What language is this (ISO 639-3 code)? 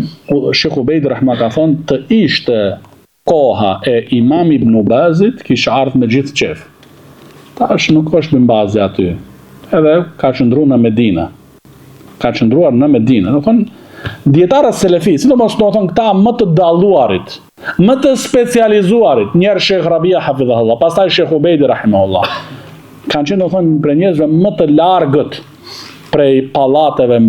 sqi